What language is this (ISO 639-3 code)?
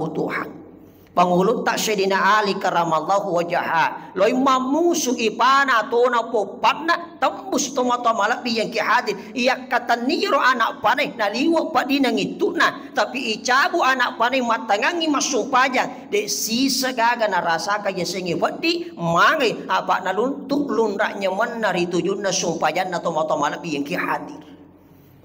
bug